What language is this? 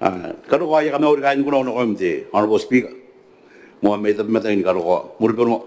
Gilbertese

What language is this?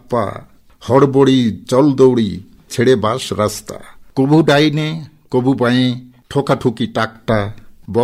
Bangla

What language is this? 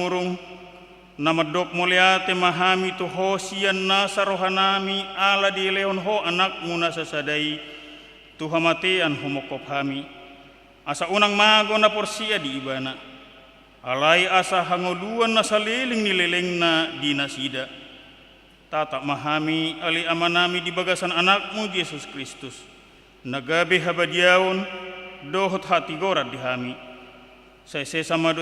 Batak Toba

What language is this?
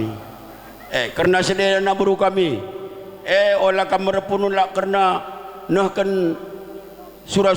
Batak Karo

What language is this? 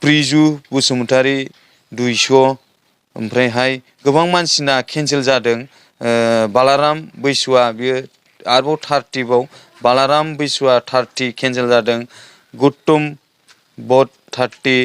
Bodo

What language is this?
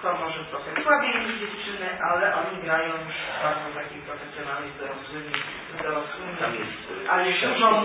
Polish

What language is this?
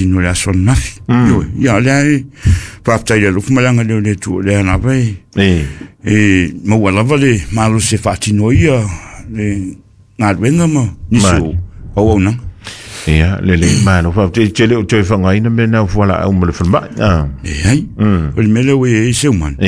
Samoan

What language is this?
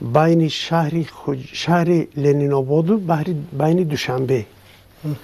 Tajik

